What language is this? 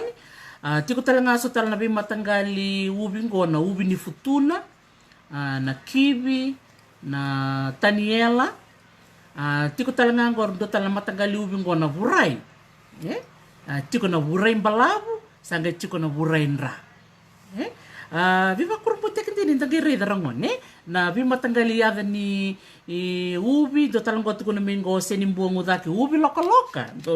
Fijian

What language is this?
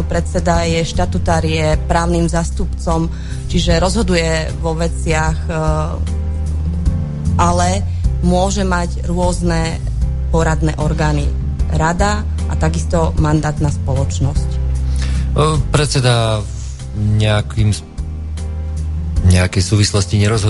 Slovak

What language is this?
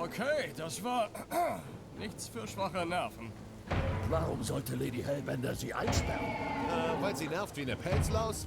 Swiss German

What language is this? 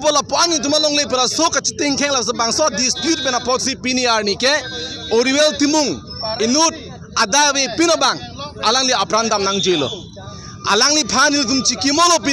Karbi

